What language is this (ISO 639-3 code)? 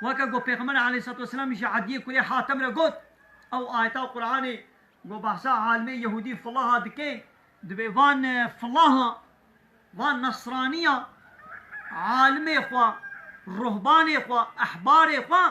kur